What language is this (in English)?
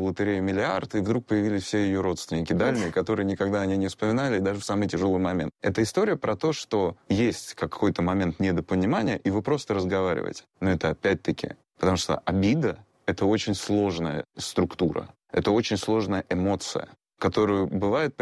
Russian